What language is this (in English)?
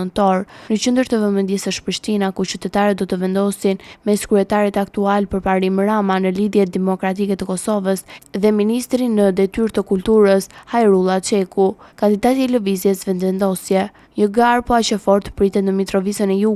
Albanian